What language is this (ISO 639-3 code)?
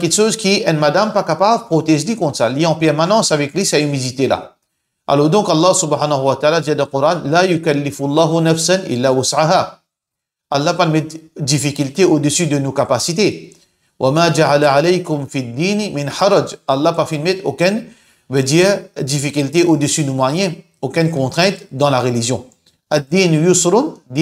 mfe